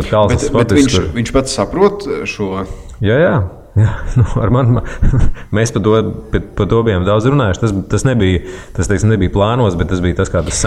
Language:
Latvian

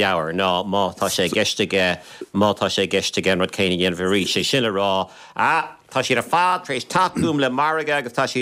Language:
Irish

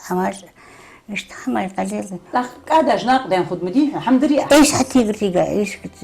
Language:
Ingush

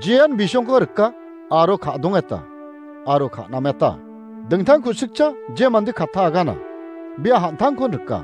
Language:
Garo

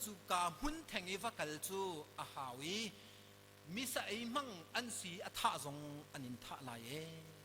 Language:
Hakha Chin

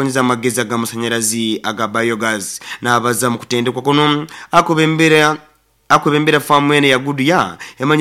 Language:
Nyoro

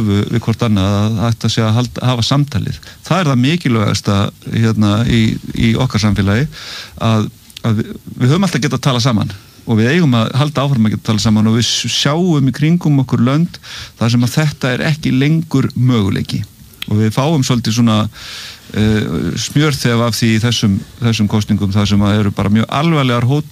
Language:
Icelandic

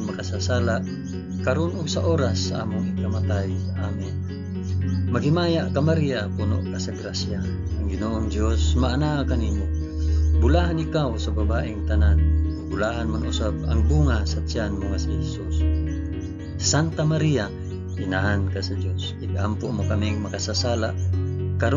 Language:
Cebuano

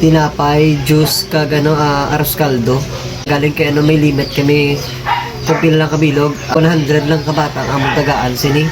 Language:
Hiligaynon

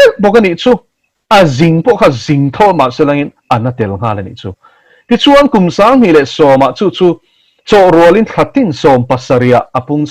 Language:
Mizo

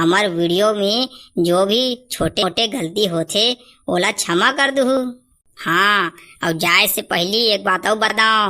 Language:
Chhattisgarhi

